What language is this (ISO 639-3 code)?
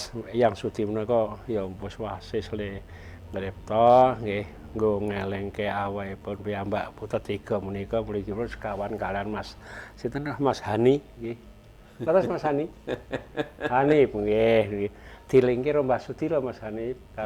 jav